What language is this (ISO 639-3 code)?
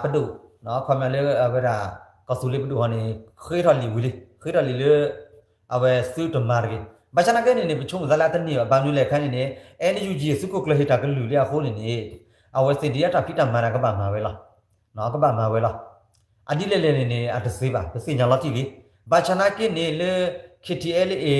ksw